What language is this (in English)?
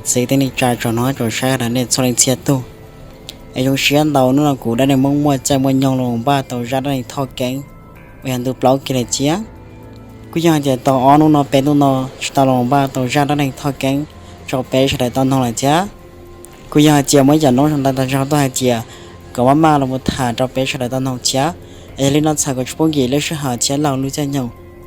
Hmong